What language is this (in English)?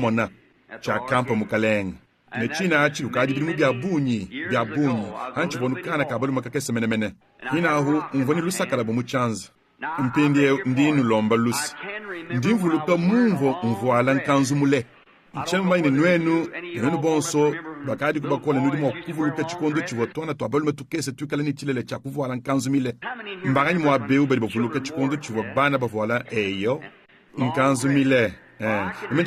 Luba-Lulua